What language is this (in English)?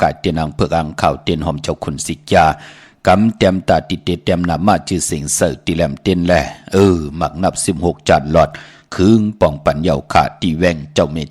Shan